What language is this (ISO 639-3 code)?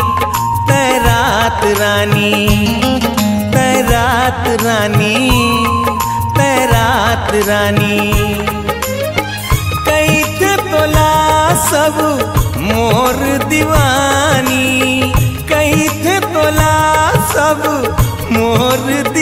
hne